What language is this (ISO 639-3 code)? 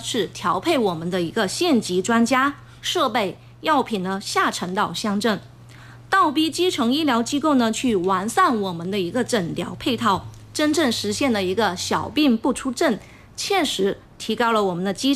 zho